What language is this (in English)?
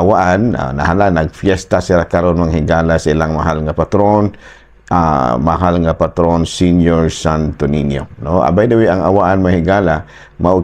Cebuano